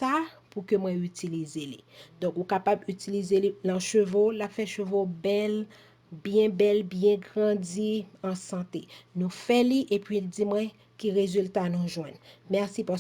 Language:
Haitian Creole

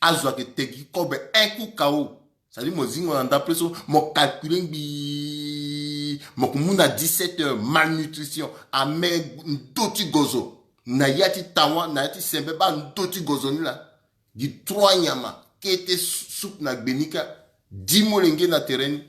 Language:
Sango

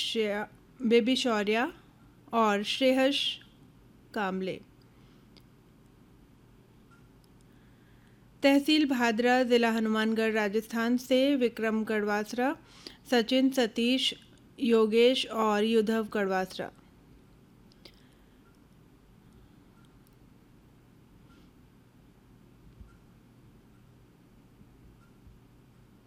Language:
Hindi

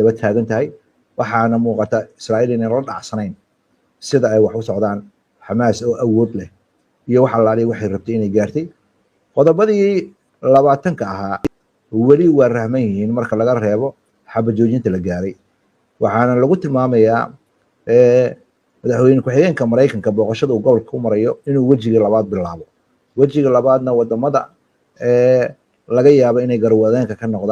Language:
Somali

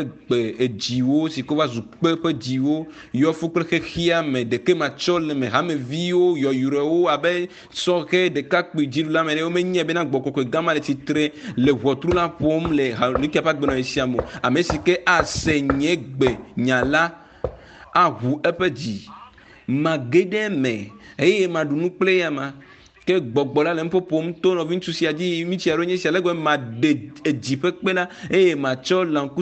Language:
Ewe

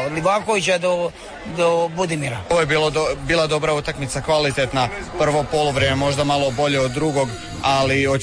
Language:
Croatian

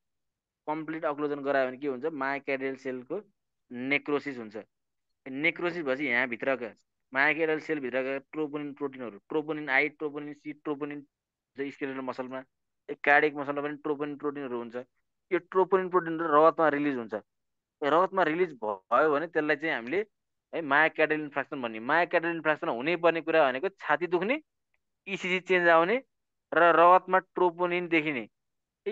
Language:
Nepali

